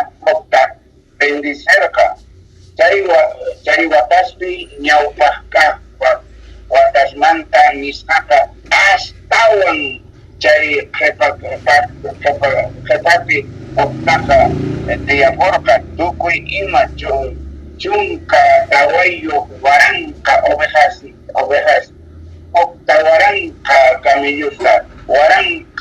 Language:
South Bolivian Quechua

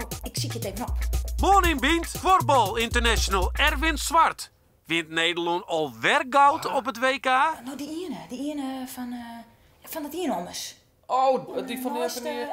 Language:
Western Frisian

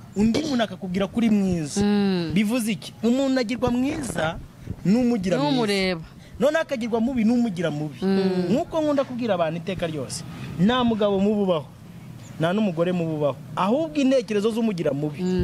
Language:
Kinyarwanda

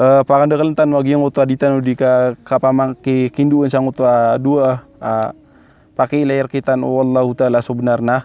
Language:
Maranao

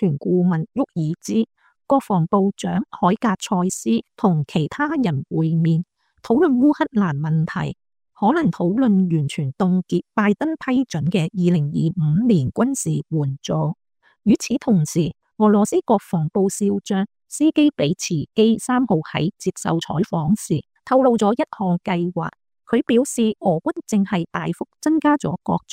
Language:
Cantonese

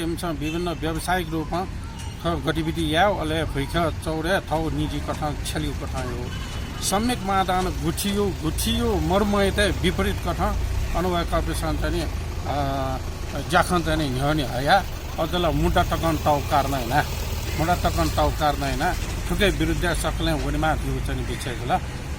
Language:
Newari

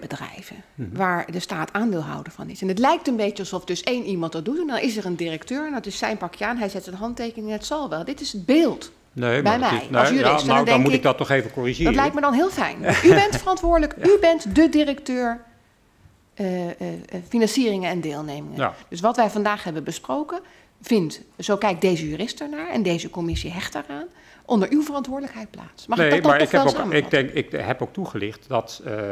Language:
Dutch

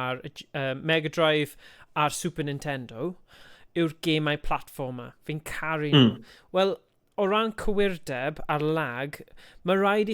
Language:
Welsh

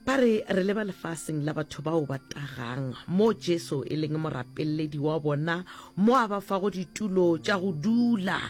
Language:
Northern Sotho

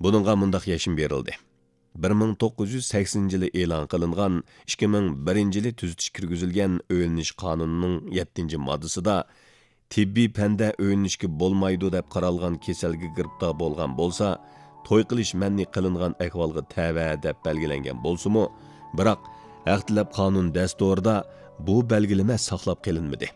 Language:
Uyghur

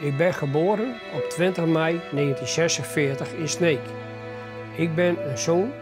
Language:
Western Frisian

